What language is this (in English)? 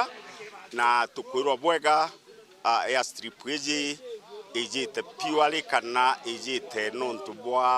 Meru